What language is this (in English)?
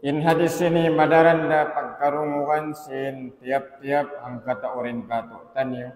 Tausug